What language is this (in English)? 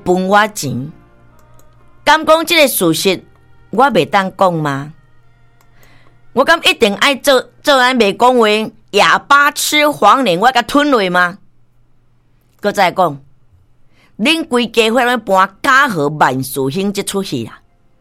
Min Nan Chinese